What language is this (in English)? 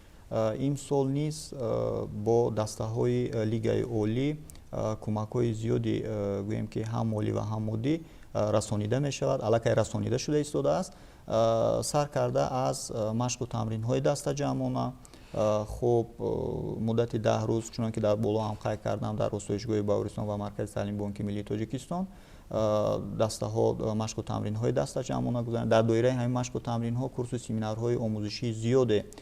Tajik